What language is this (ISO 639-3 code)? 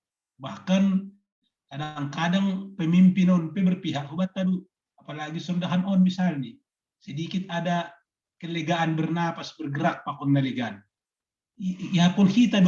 bts